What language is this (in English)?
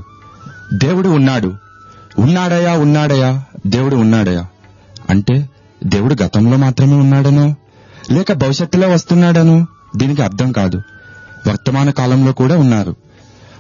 Telugu